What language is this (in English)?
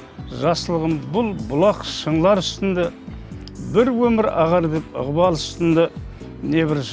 Kara-Kalpak